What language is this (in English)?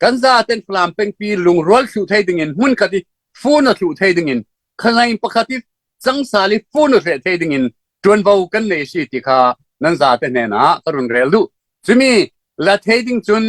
Falam Chin